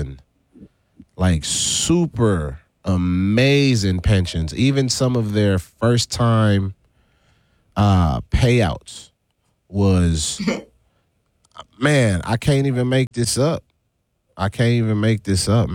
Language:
English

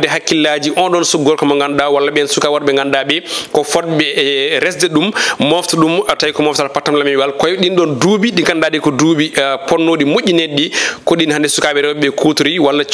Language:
Fula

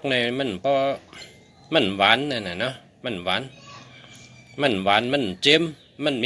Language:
Shan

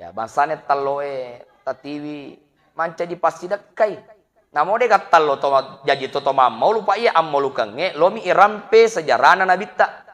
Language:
Buginese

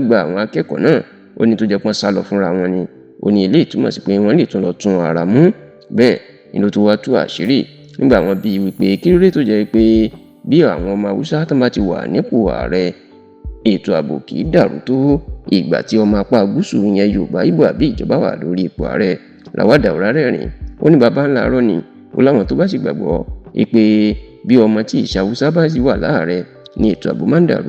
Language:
Yoruba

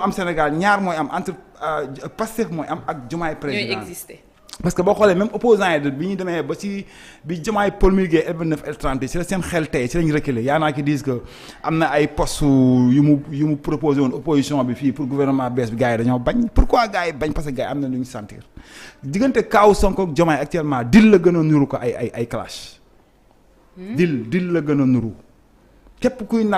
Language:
Wolof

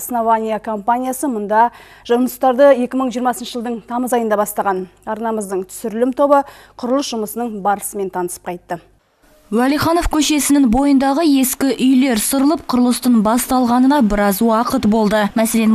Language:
Kazakh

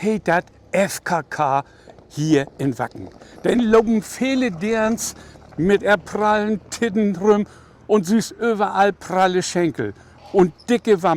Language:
Low German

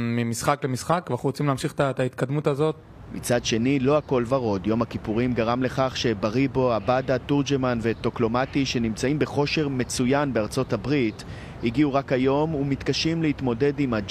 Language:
Hebrew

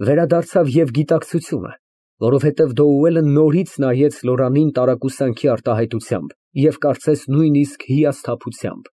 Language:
Armenian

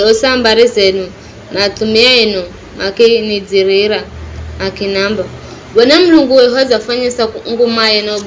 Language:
Giryama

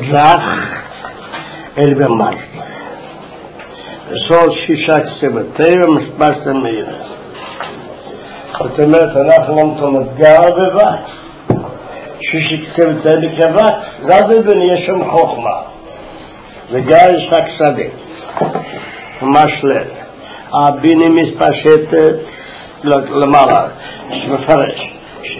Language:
Hebrew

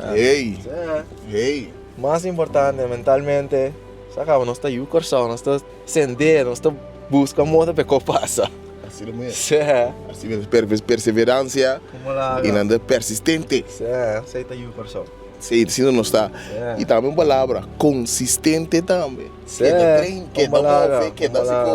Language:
Papiamento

